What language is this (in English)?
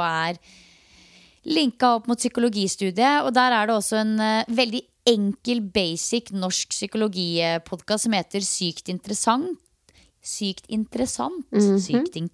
Norwegian